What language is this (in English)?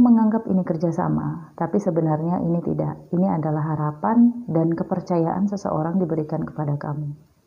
Indonesian